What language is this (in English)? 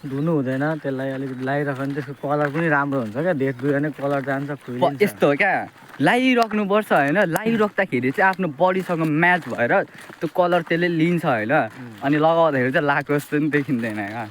Nepali